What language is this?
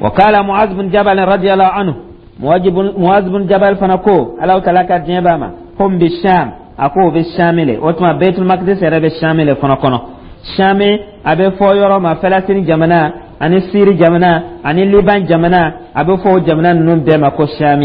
Dyula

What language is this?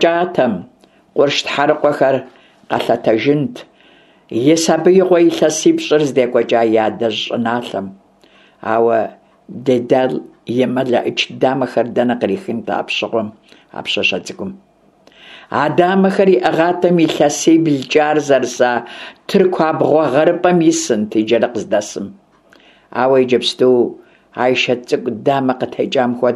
Kabardian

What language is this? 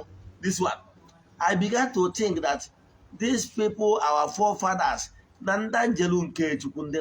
Igbo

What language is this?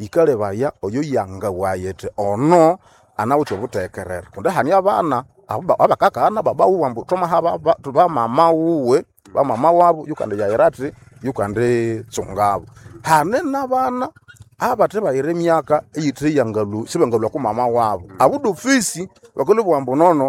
Nande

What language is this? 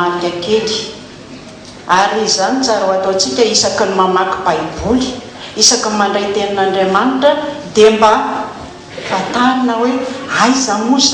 Malagasy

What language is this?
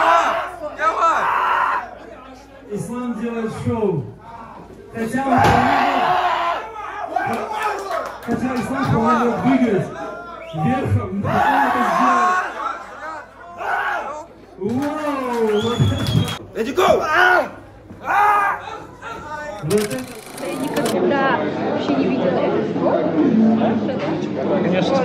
Russian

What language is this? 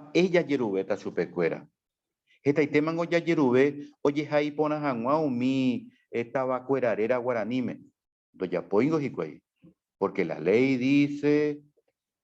Guarani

